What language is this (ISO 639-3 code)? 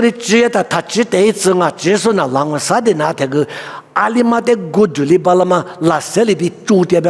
lis